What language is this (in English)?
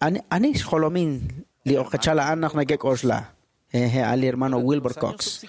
Kekchí